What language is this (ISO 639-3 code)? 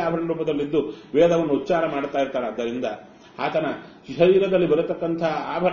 kan